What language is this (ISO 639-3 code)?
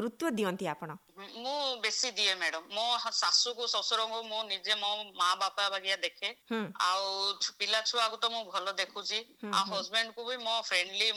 ori